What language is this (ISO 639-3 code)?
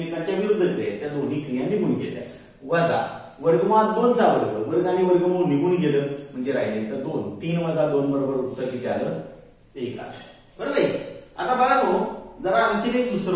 mar